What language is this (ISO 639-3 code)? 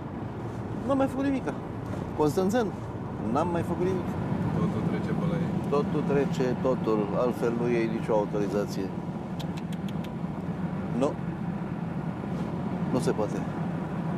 ron